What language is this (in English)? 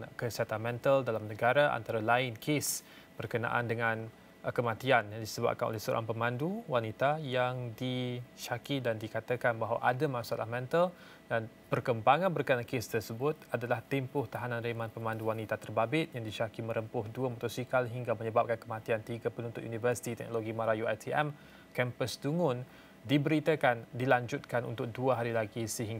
Malay